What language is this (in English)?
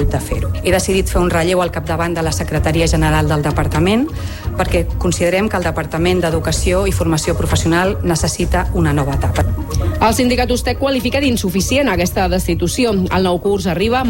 Catalan